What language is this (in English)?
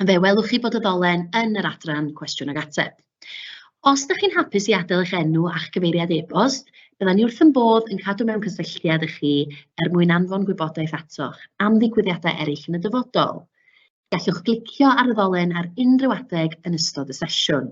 Welsh